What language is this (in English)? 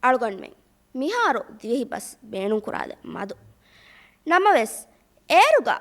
Divehi